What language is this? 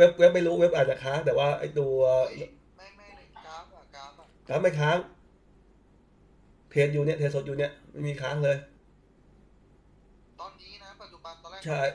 Thai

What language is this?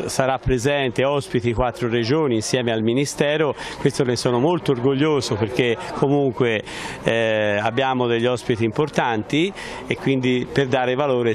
Italian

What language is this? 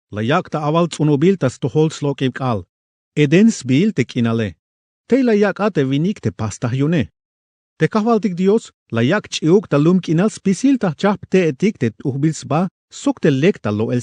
Tzeltal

